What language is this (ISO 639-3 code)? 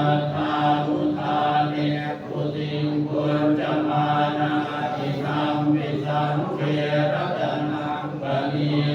pli